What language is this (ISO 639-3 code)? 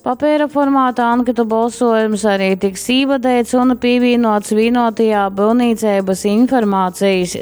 ltg